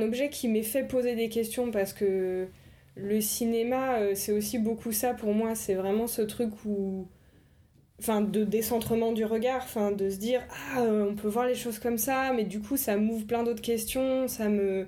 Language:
French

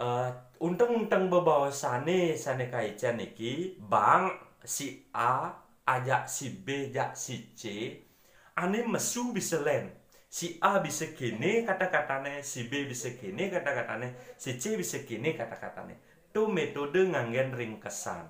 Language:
Balinese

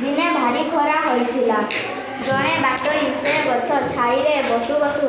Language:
Odia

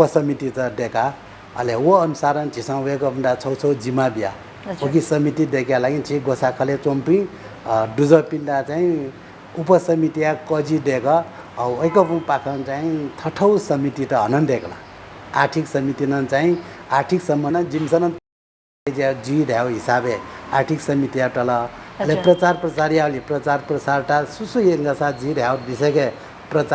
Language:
Newari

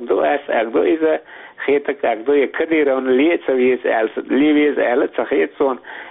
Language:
Chechen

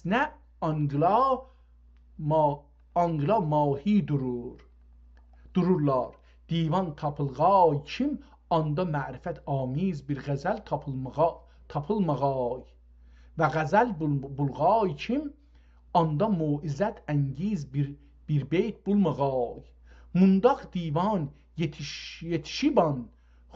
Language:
South Azerbaijani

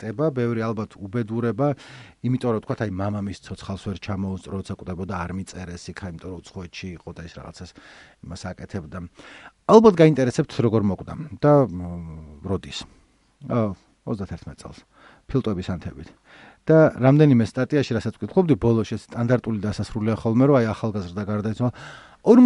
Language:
Georgian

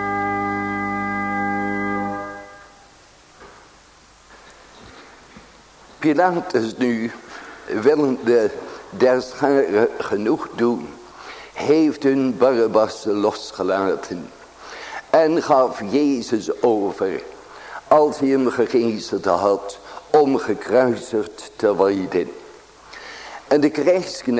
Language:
Dutch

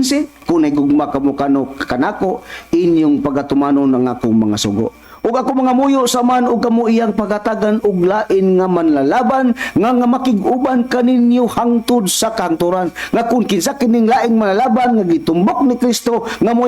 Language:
Cebuano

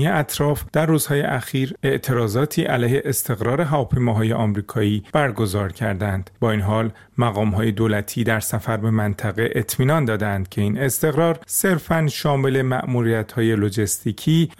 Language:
Persian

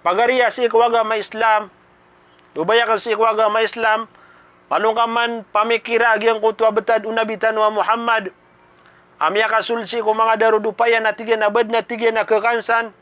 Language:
Maranao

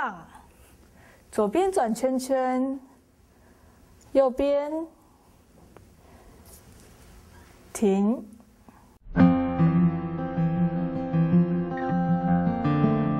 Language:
Chinese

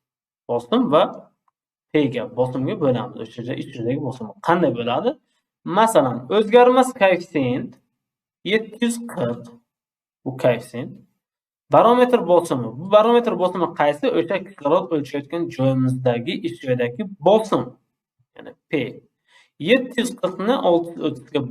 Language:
Uzbek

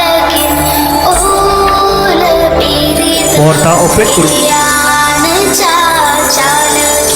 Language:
Santali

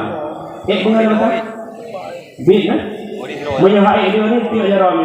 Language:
Achinese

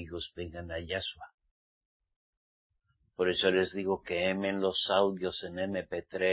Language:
Spanish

